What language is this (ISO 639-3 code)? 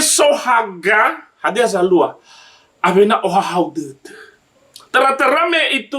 nia